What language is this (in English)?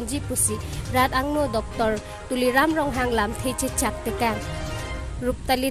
Karbi